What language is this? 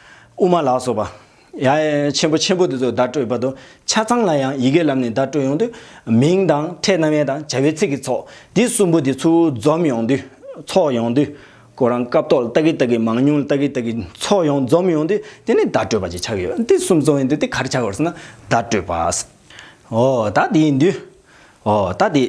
Tibetan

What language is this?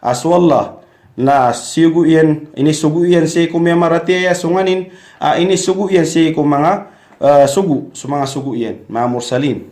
Maranao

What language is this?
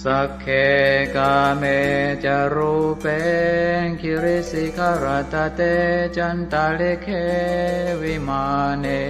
Pali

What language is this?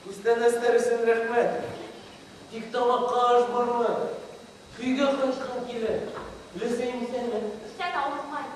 Bashkir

